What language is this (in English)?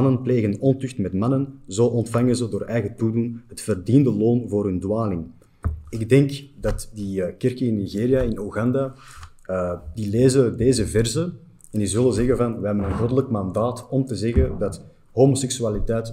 Dutch